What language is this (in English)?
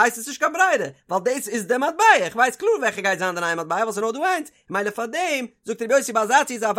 Yiddish